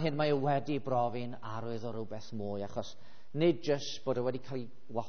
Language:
Welsh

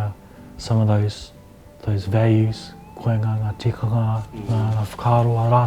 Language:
Māori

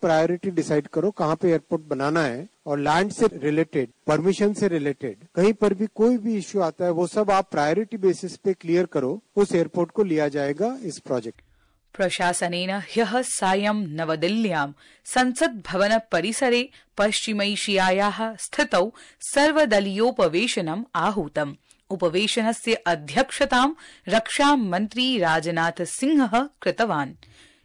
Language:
Sanskrit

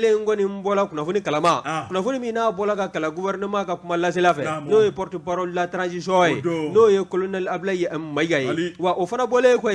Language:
Bambara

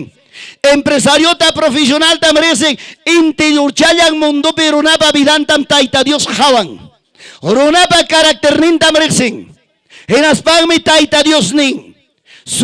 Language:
Ayacucho Quechua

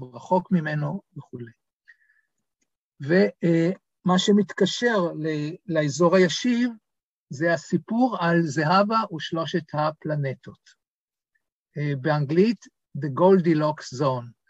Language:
Hebrew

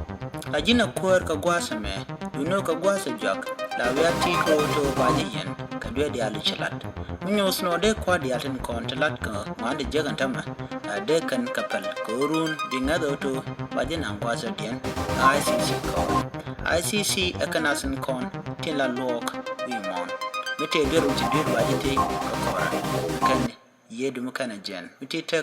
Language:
Nuer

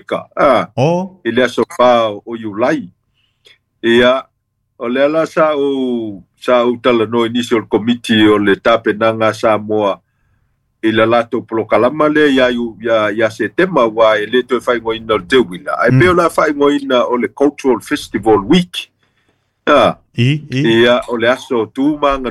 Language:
Samoan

